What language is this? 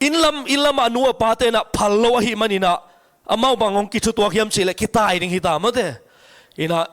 Tedim Chin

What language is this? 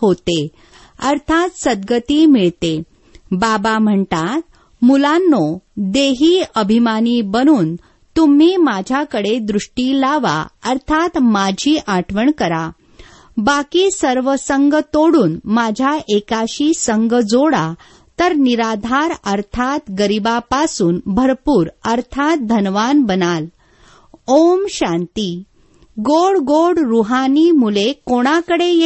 Marathi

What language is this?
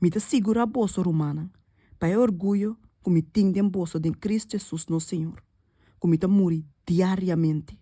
Papiamento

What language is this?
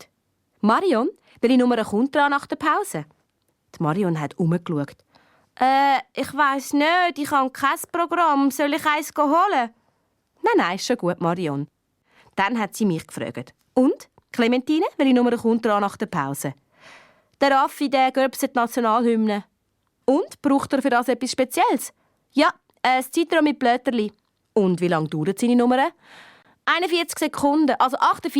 Swiss German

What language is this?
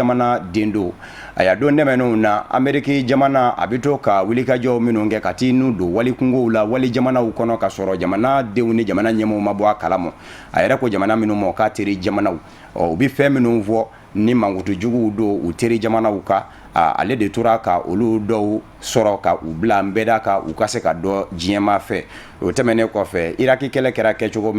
Bambara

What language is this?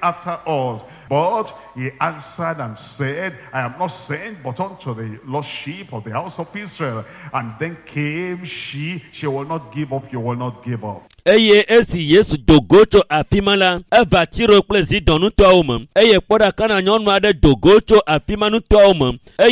Ewe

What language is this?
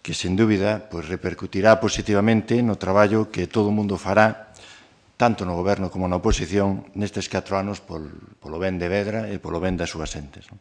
Galician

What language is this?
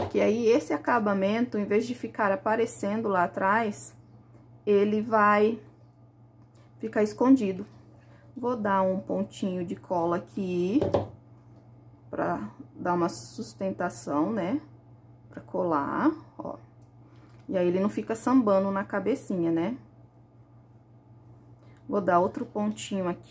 Portuguese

